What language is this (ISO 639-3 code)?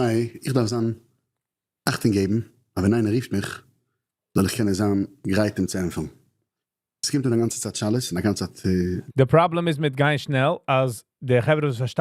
yid